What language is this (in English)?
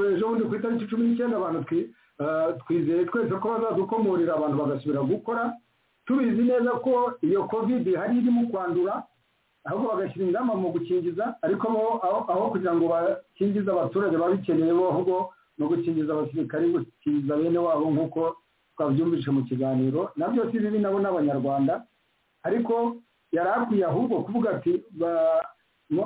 Kinyarwanda